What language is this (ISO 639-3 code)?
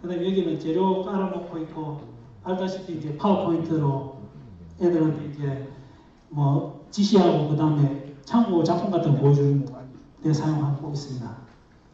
kor